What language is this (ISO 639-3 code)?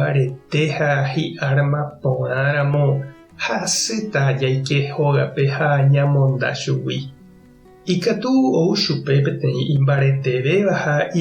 grn